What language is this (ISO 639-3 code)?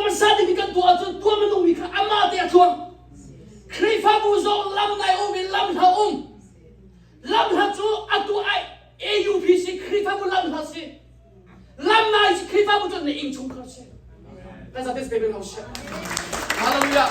cnh